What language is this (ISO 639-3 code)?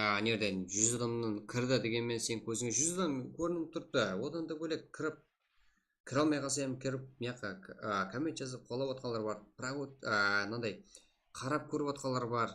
kaa